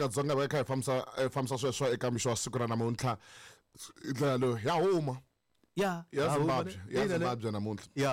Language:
Tsonga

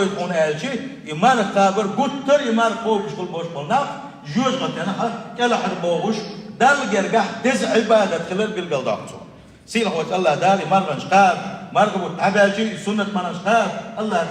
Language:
Chechen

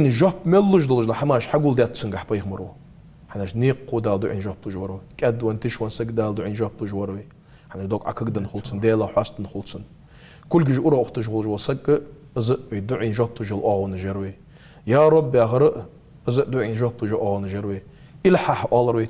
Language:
Ingush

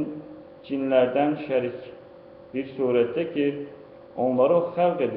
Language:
Azerbaijani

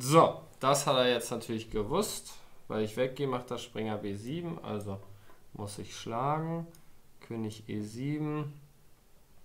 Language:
German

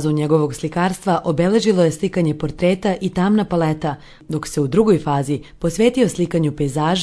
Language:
Serbian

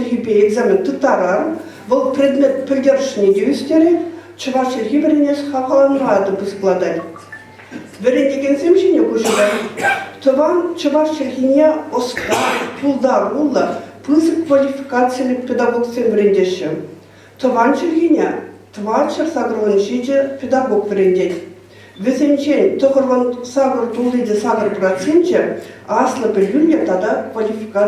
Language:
Chuvash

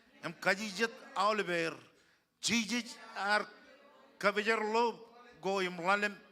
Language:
Marshallese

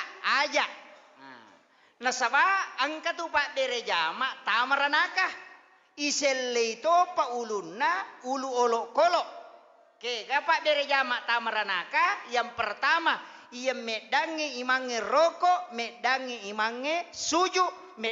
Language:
Buginese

